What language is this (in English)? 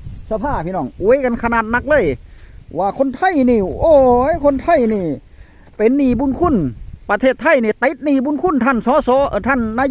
Northeastern Thai